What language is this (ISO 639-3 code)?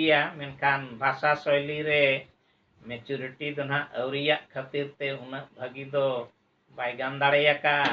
sat